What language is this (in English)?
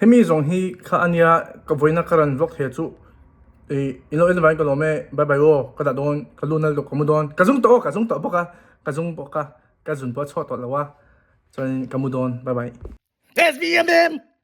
Mizo